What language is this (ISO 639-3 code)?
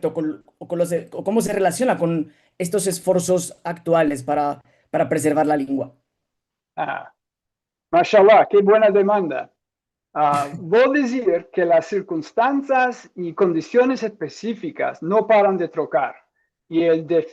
lad